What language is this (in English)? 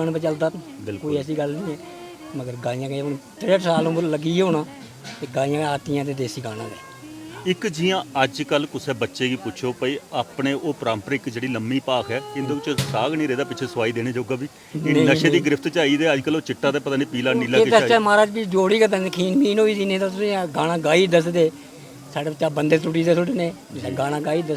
Dogri